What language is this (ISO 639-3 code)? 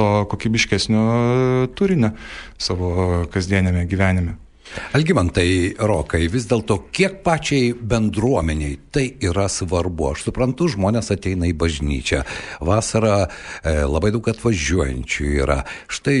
lit